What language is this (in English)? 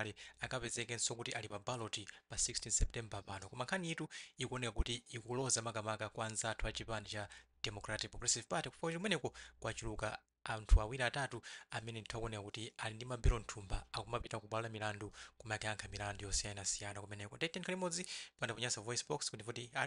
Nyanja